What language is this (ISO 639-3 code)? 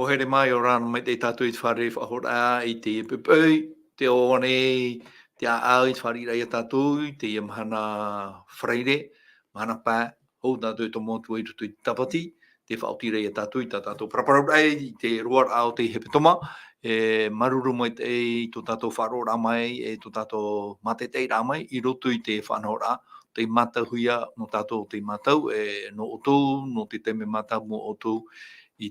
tah